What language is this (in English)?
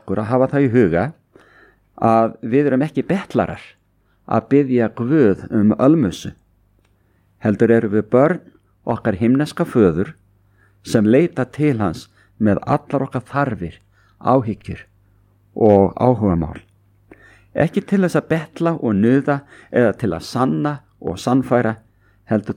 Icelandic